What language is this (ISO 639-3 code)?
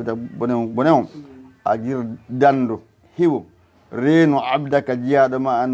ful